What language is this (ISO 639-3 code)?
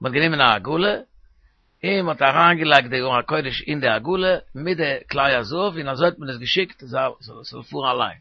yid